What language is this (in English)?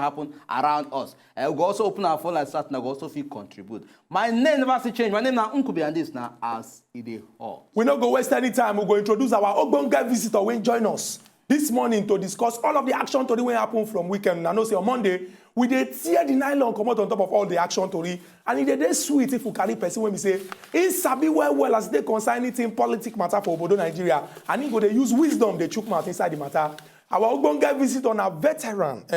Nigerian Pidgin